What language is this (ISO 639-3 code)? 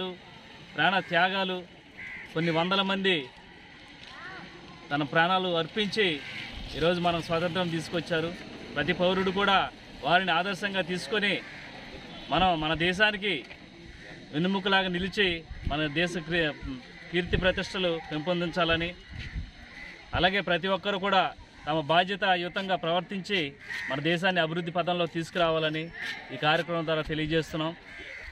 tel